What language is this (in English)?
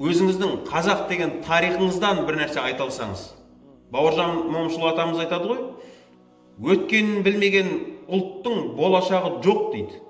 Kazakh